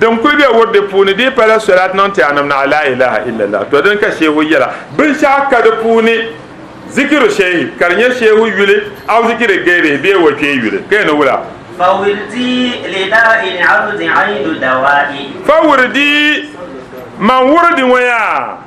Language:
Dagbani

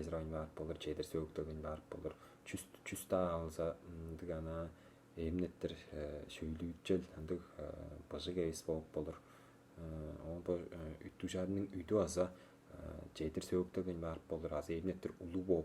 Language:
Tuvinian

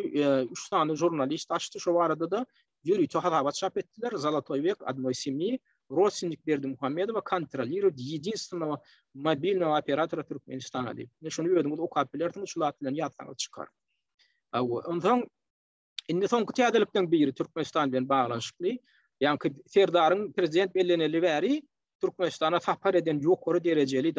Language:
Turkmen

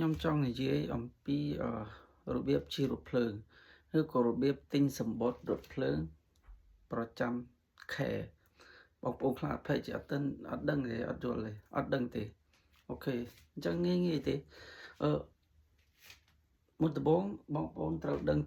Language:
Khmer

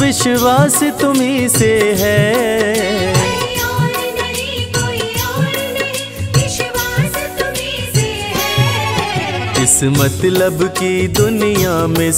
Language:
Hindi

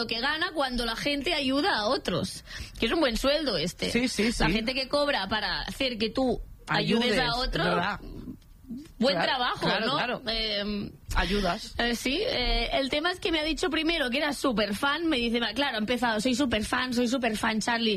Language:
Spanish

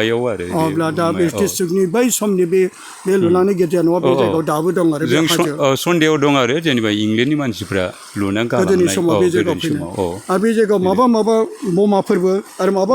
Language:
Bodo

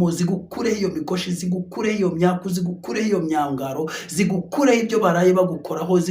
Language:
Kinyarwanda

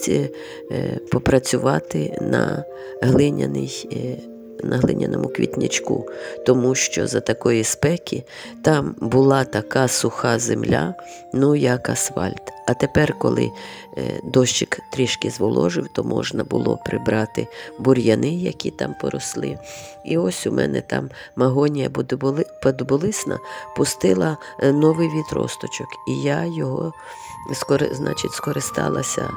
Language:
Ukrainian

